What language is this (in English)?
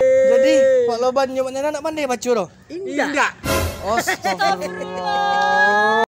Minangkabau